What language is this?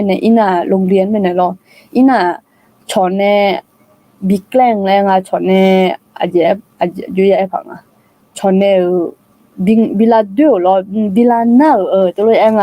Akha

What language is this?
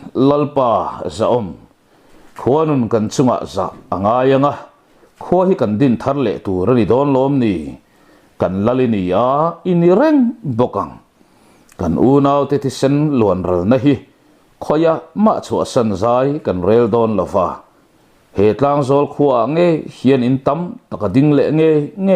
Mizo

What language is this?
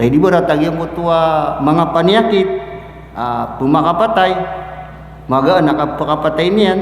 Maranao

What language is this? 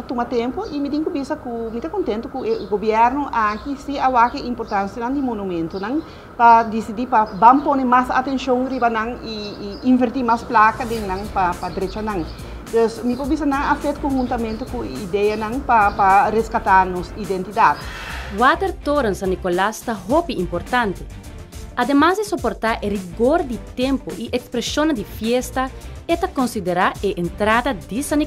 Papiamento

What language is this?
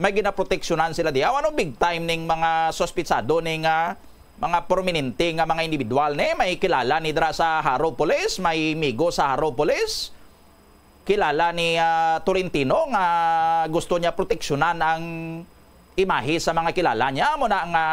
Hiligaynon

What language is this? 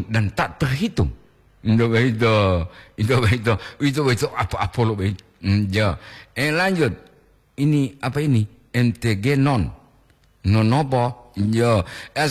Gorontalo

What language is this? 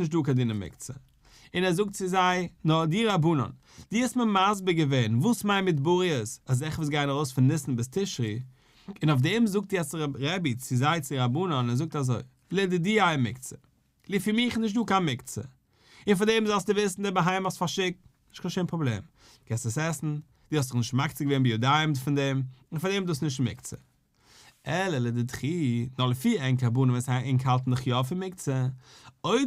Yiddish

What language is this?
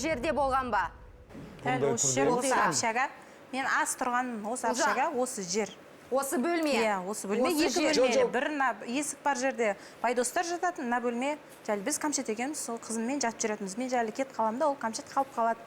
Kazakh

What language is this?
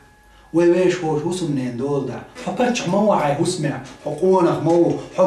Chechen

